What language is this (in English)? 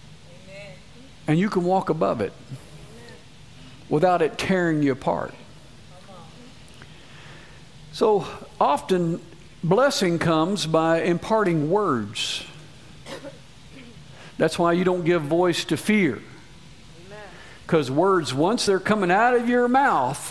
English